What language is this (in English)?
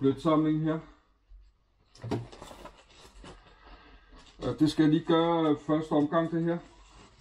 Danish